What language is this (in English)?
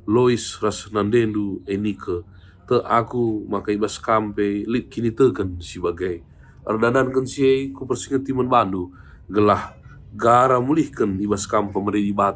Batak Karo